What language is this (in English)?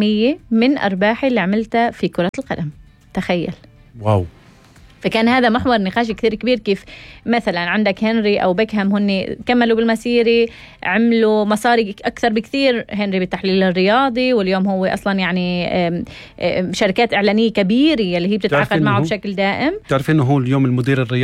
North Levantine Arabic